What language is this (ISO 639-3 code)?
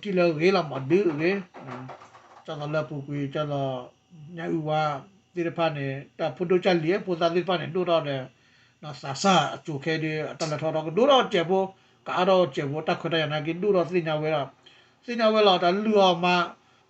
ksw